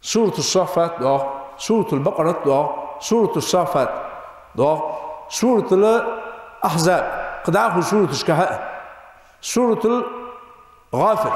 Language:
Ingush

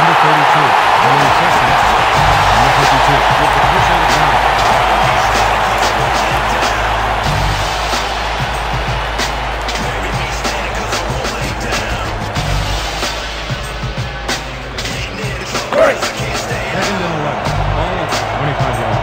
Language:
English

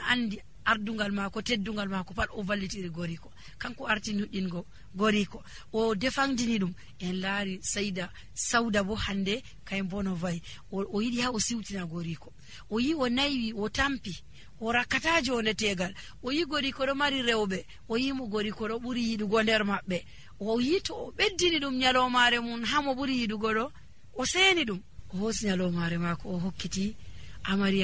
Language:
Nigerian Fulfulde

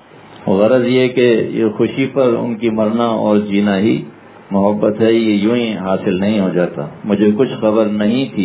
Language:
Urdu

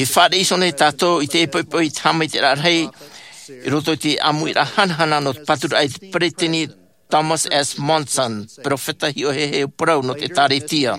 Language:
Tahitian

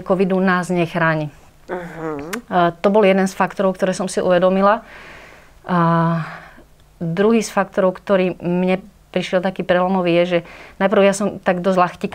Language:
Slovak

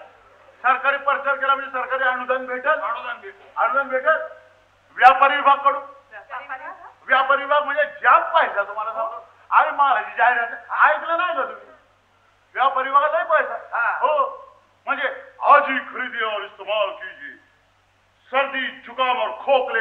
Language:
Marathi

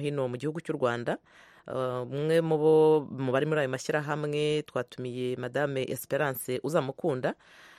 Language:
Kinyarwanda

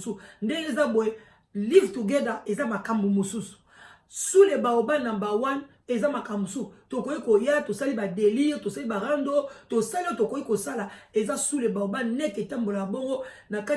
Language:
Lingala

